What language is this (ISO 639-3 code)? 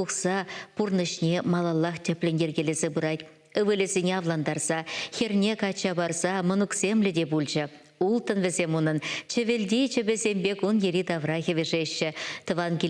chv